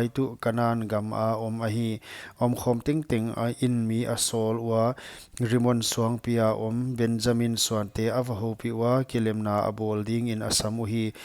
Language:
Paite Chin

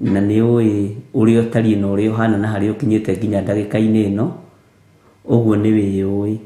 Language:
Kikuyu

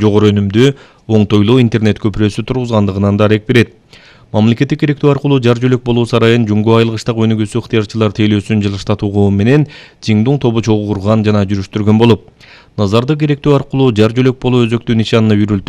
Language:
Kyrgyz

